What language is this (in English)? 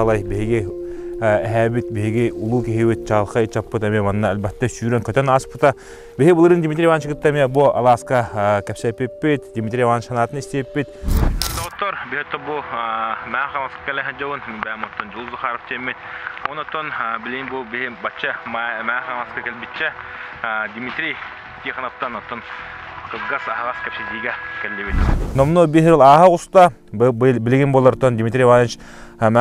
Yakut